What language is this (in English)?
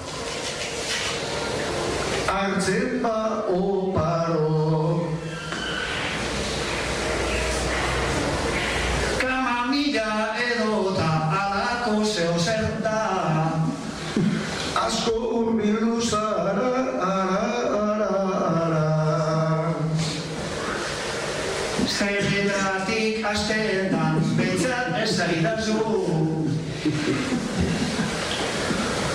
Basque